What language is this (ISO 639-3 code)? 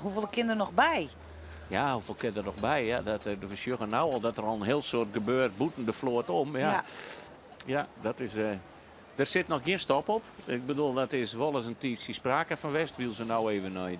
fry